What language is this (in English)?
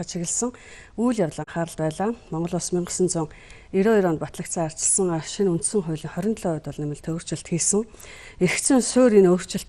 Mongolian